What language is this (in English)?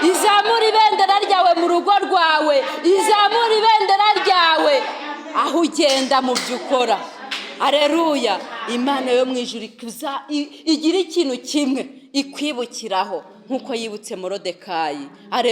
Kinyarwanda